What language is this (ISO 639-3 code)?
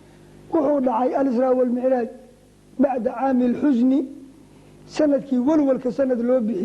som